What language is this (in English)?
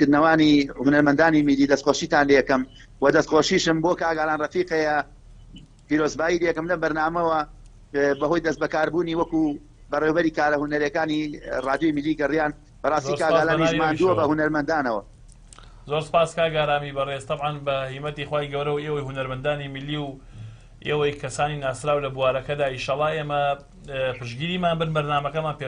Central Kurdish